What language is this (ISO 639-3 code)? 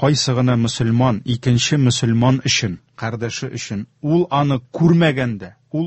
tat